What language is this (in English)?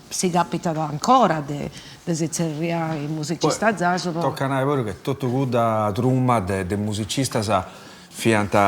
Sardinian